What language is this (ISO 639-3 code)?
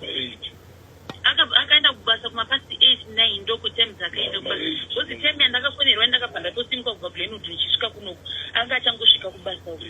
sna